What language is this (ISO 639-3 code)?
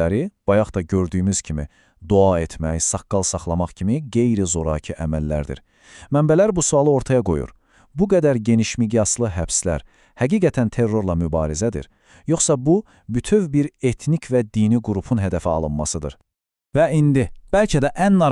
aze